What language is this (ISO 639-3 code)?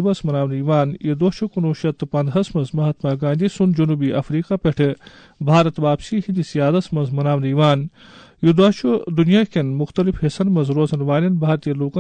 kas